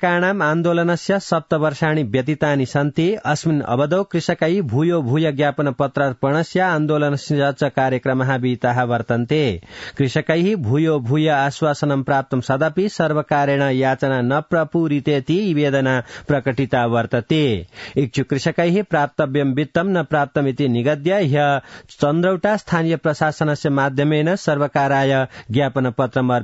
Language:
Sanskrit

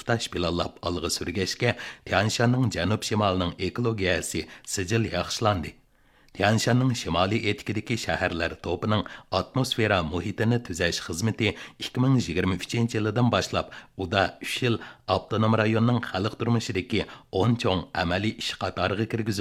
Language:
Uyghur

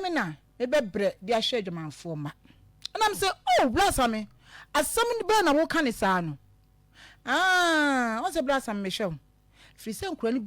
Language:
Akan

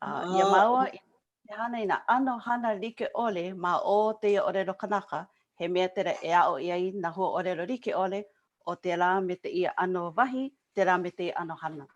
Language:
Hawaiian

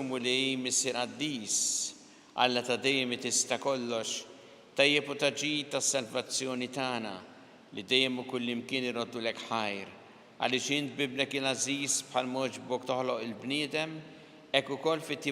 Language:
Maltese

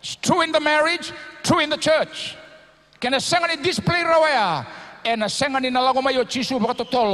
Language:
Fijian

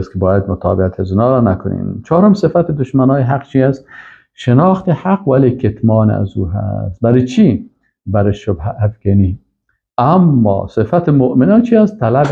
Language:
Persian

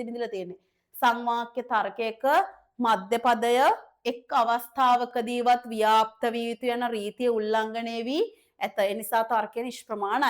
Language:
Sinhala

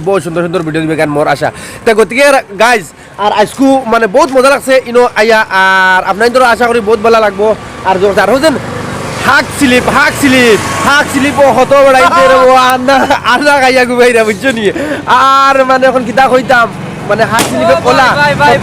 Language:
Sylheti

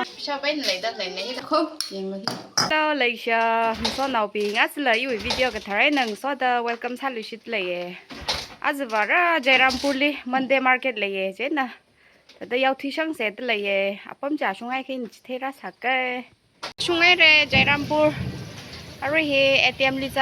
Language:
Tangkhul Naga (India)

